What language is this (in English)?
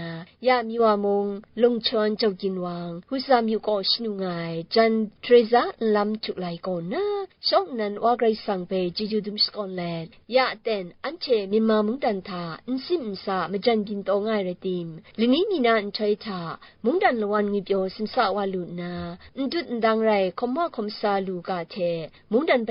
Kachin